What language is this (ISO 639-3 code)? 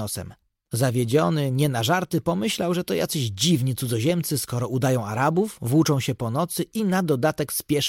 pol